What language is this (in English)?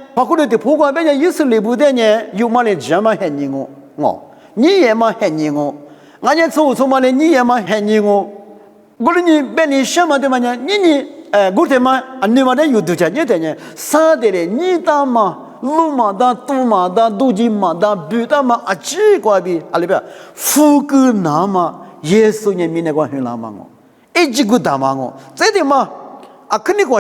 Lisu